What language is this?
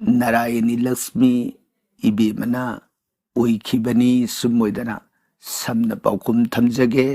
Manipuri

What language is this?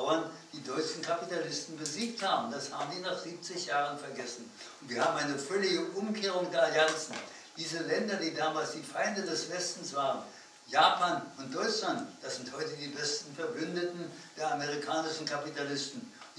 German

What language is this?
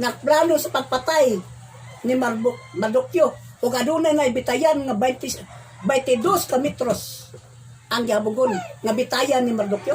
Cebuano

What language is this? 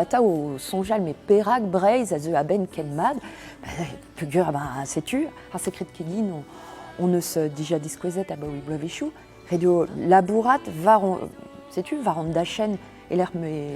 Breton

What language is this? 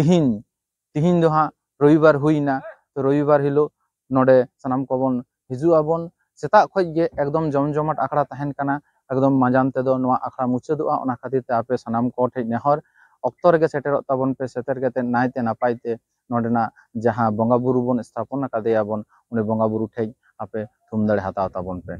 Santali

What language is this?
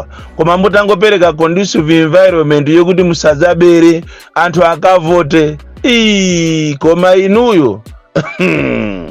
Nyanja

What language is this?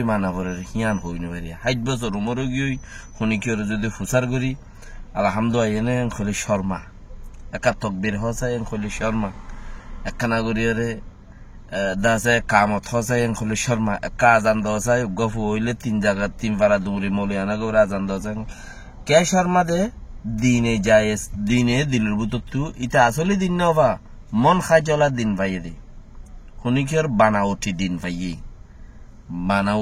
Rohingya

